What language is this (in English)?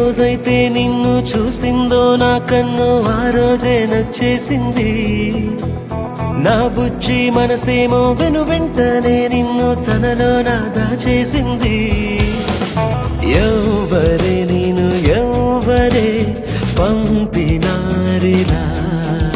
Telugu